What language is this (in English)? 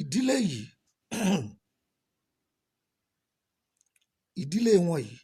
Yoruba